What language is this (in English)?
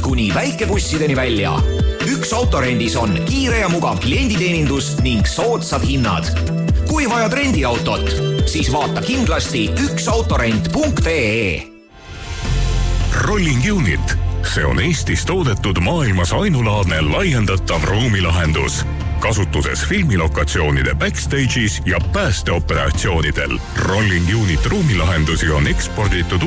Estonian